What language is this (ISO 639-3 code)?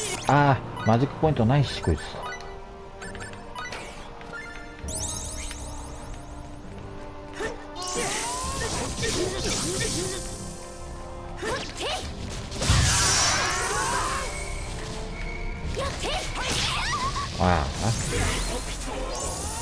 jpn